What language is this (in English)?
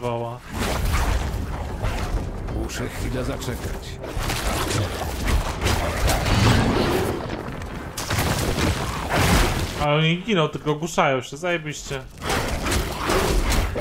Polish